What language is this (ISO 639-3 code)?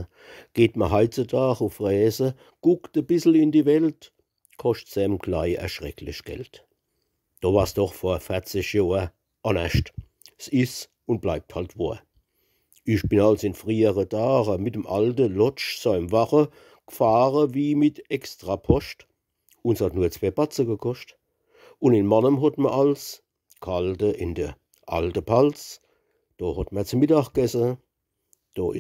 pfl